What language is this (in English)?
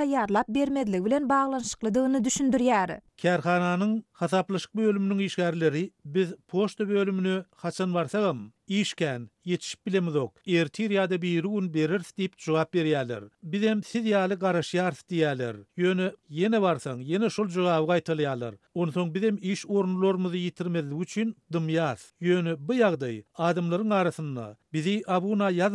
Turkmen